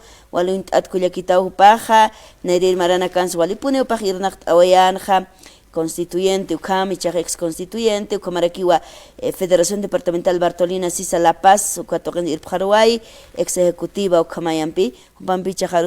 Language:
Aymara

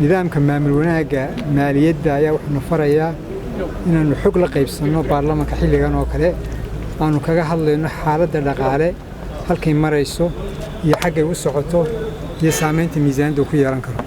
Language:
Somali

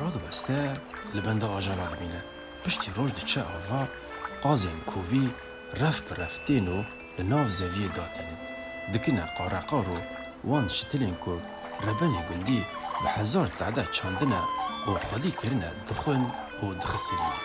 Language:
Kurdish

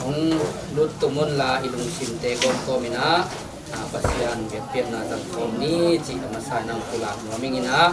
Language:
Tedim Chin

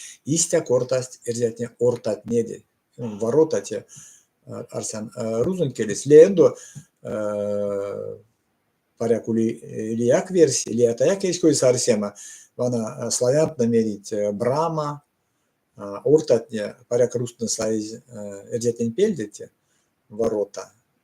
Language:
Erzya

